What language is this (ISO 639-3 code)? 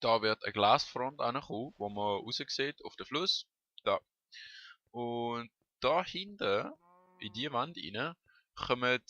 gsw